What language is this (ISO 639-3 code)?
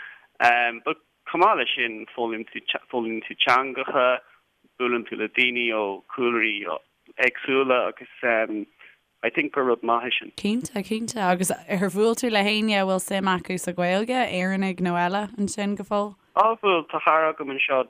gle